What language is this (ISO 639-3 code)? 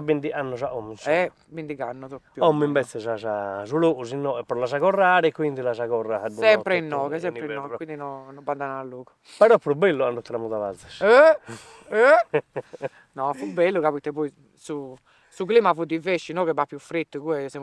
srd